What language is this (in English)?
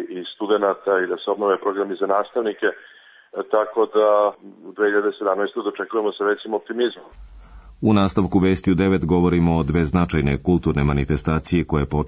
Serbian